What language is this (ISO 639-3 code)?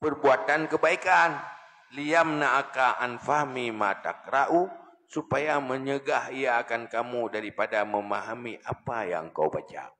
ace